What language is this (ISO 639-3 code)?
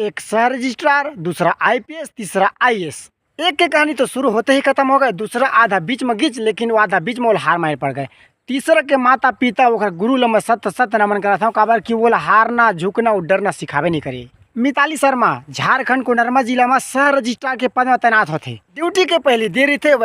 hne